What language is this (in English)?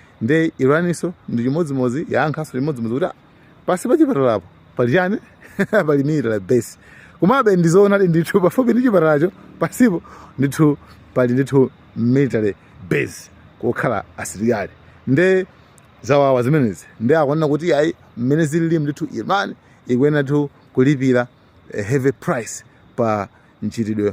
Nyanja